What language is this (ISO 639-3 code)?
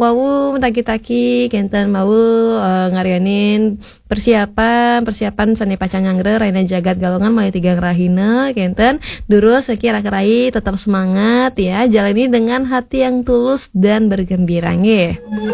ban